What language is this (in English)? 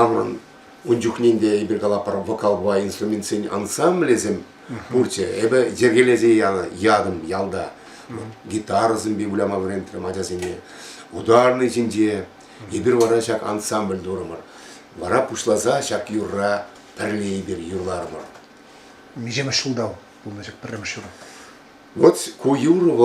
Chuvash